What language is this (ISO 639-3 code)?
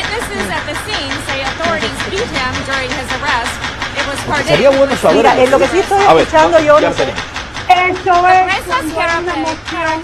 spa